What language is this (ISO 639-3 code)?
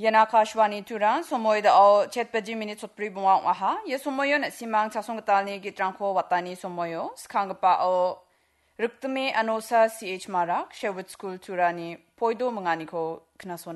grt